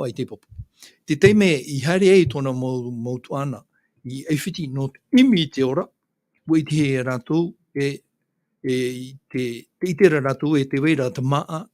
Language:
Tahitian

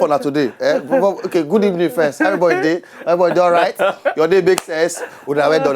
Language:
Nigerian Pidgin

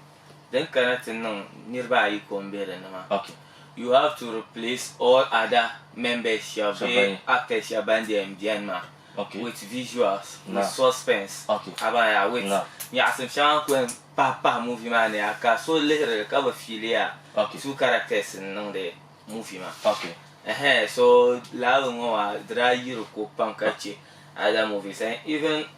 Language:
Dagbani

